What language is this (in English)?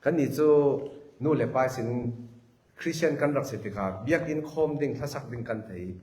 Falam Chin